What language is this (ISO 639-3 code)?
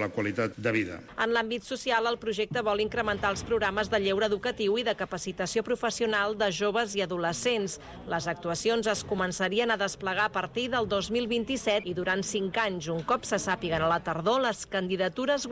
cat